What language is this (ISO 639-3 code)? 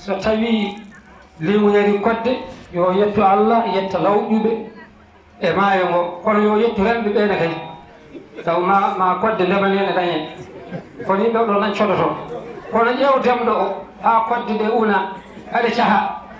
ful